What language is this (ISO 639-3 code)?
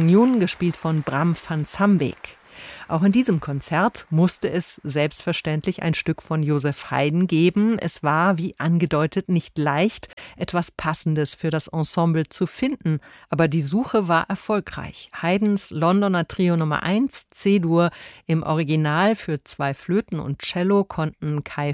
deu